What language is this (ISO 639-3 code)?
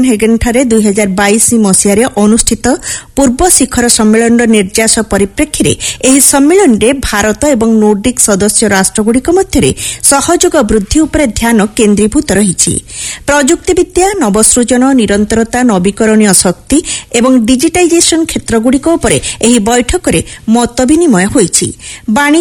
ori